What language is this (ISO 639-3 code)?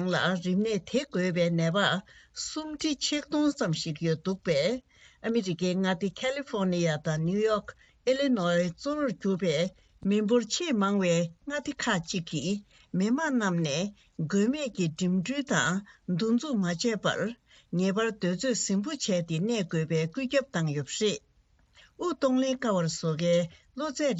bod